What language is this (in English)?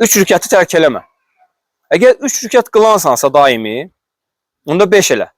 Azerbaijani